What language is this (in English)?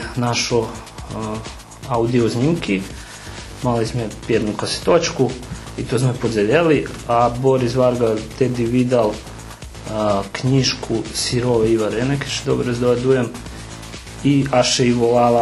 Rusyn